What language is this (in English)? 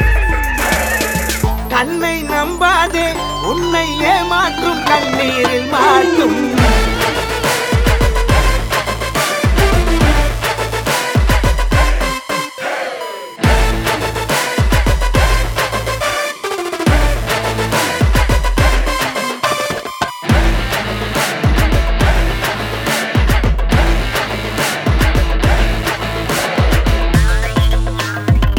Tamil